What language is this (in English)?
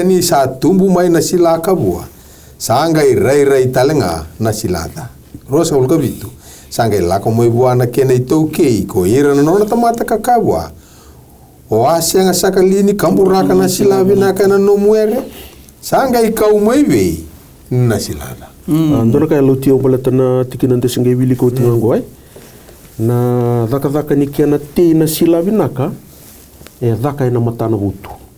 Fijian